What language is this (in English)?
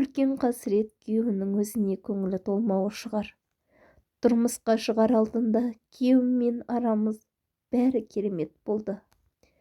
Kazakh